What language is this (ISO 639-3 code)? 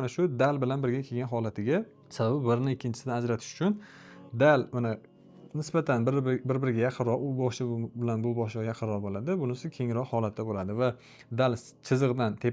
uzb